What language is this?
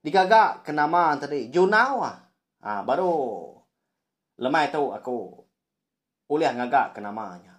Iban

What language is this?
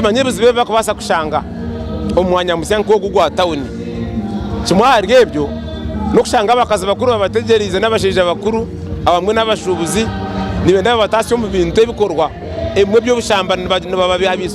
Nyankole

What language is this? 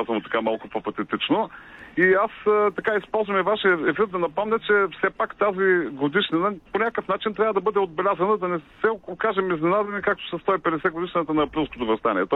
Bulgarian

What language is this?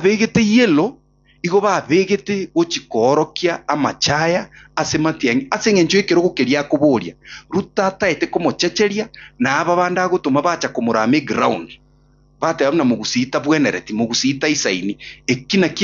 Gusii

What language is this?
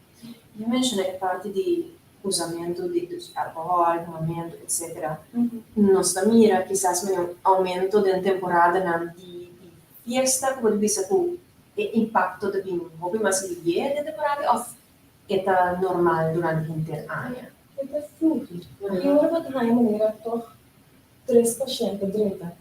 Papiamento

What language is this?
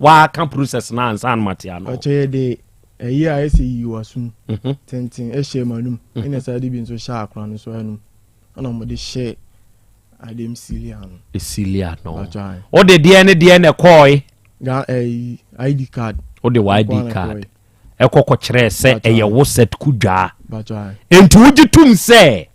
Akan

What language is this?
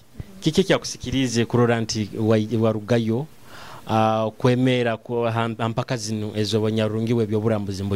Nyoro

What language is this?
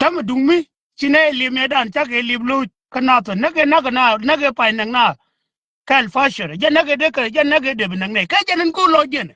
Nuer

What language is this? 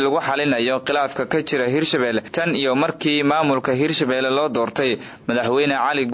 Somali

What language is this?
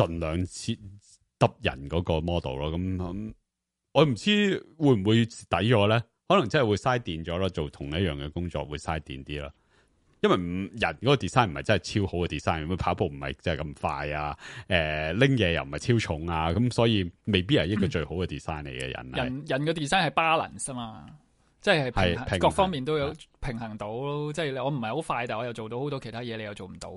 Cantonese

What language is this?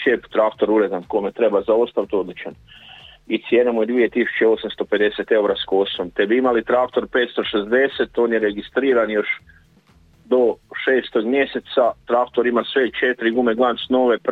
Croatian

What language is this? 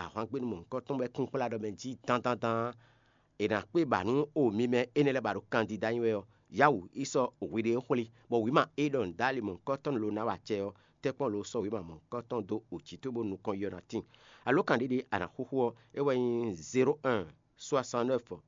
Fon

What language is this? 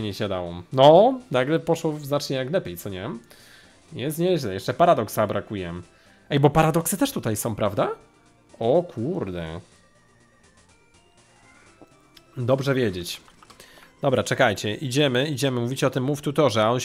Polish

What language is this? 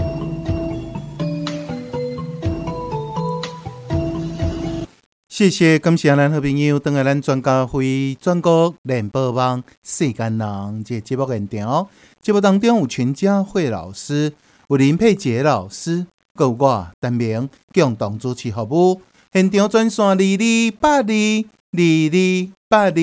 Min Nan Chinese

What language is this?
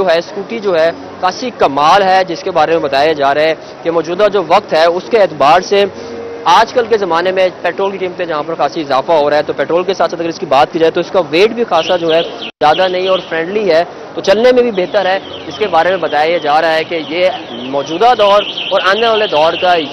Urdu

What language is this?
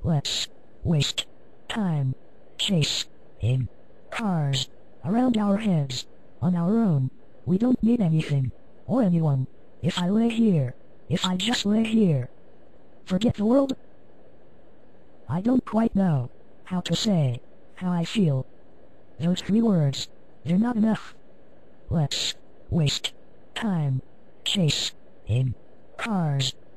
English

